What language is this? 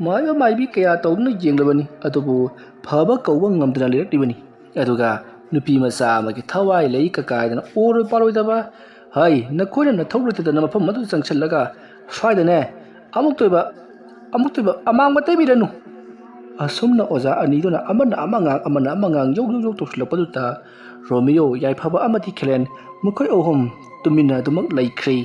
Manipuri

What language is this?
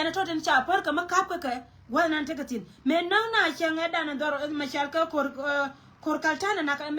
Nuer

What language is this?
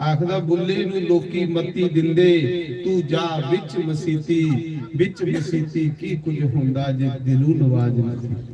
Dogri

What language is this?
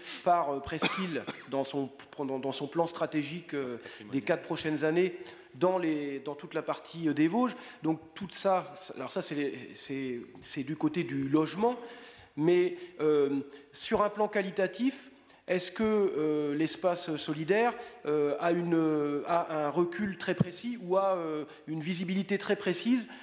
French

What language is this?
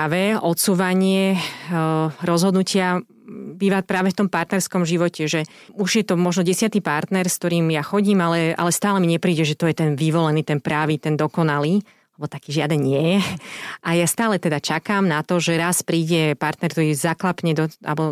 Slovak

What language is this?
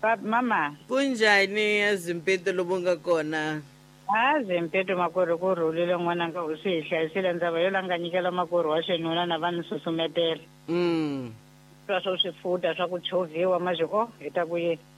Tsonga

